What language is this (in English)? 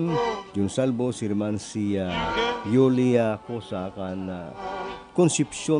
Bikol